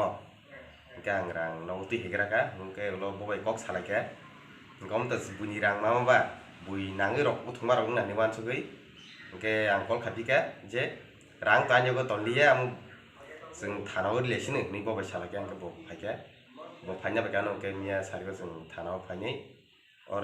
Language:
Kok Borok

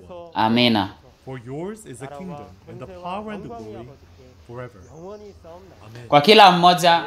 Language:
Swahili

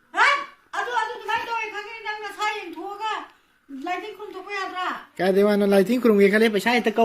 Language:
Manipuri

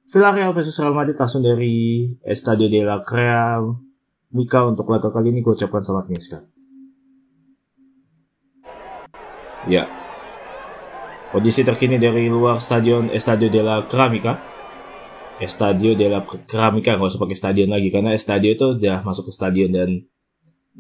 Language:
Indonesian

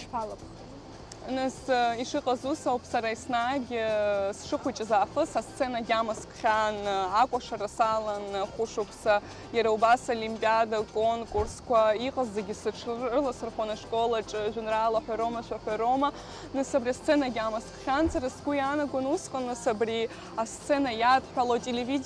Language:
Abkhazian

